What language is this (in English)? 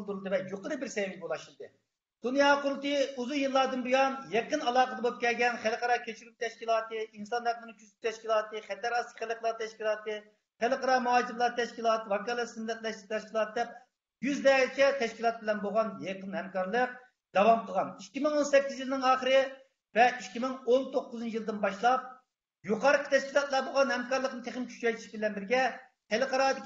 Uyghur